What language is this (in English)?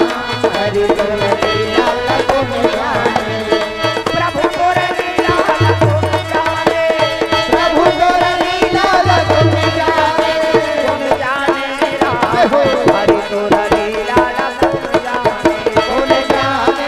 Chhattisgarhi